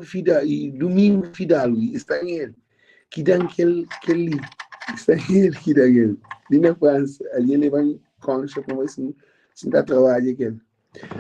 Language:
Kabuverdianu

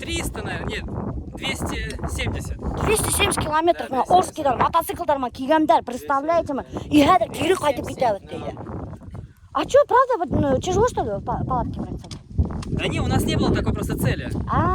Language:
Bashkir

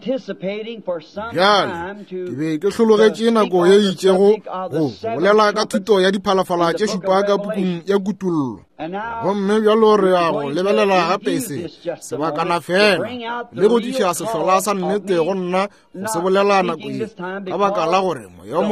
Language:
Northern Sotho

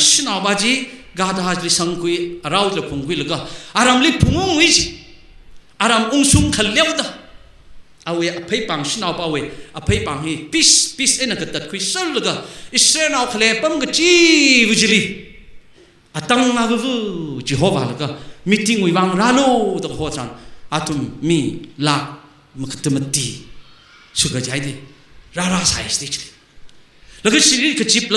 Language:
Tangkhul Naga (India)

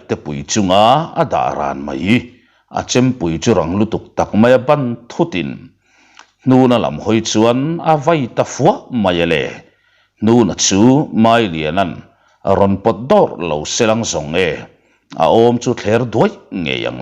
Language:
Mizo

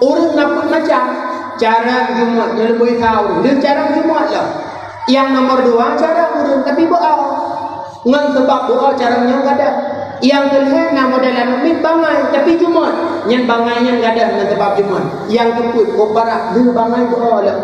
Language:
Achinese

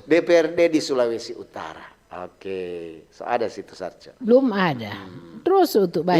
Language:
Manado Malay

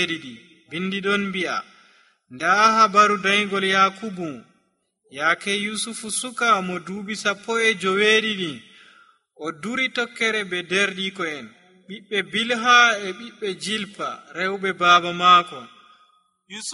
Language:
Nigerian Fulfulde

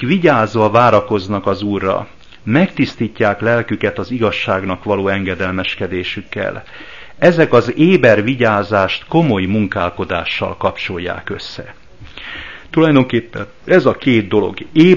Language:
Hungarian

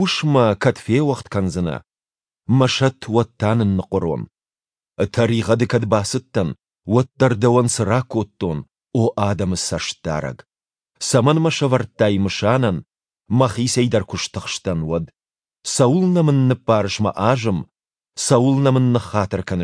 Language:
Ossetic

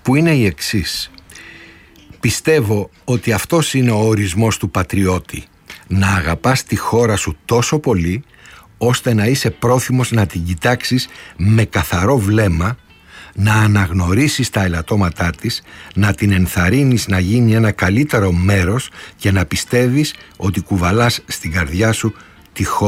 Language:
Greek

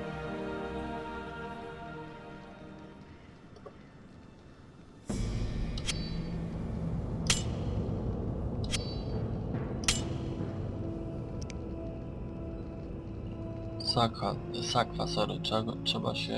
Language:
Polish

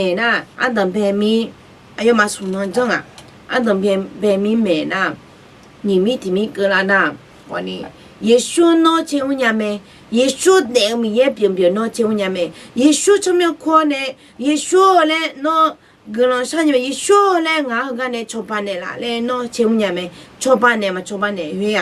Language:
Akha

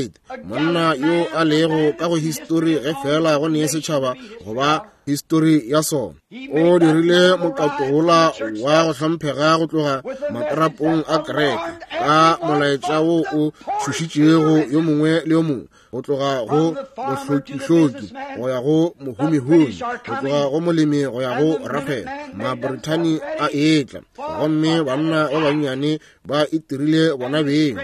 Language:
Northern Sotho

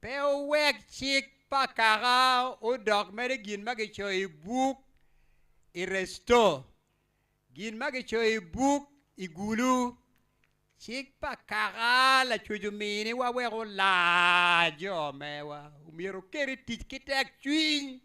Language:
Acoli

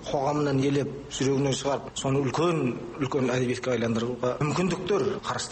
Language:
Kazakh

